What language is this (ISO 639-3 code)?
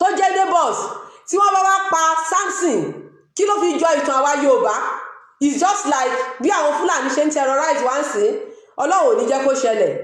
yor